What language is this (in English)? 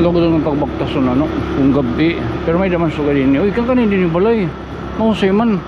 Waray